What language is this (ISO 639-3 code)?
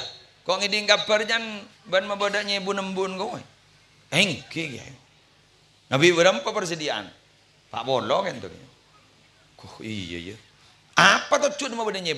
mad